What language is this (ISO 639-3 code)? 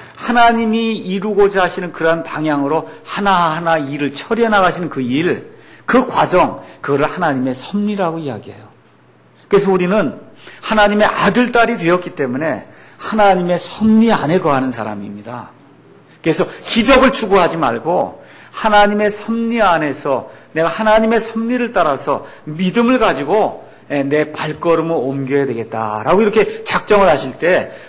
kor